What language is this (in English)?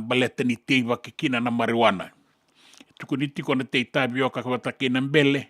Fijian